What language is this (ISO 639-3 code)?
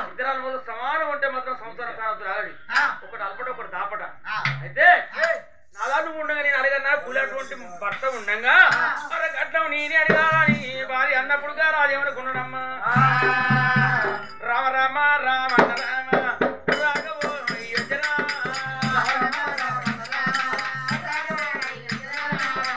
tel